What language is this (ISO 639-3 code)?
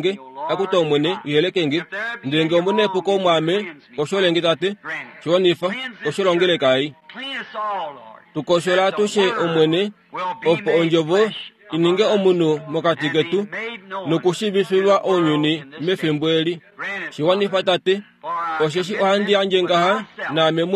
kua